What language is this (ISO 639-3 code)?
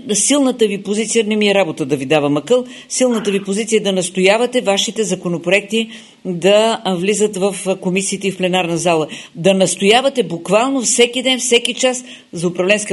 bul